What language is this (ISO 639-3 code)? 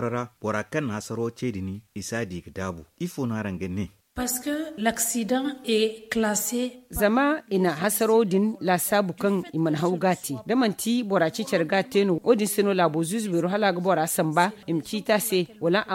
dje